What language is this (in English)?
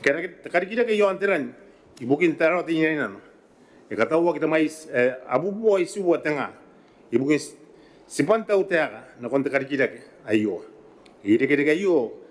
Gilbertese